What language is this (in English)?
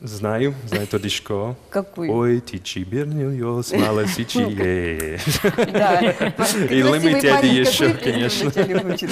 Udmurt